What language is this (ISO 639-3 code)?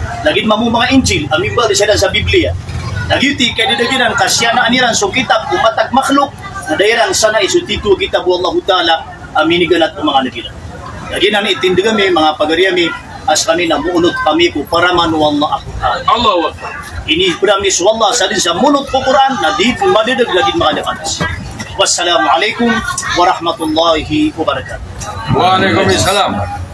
mrw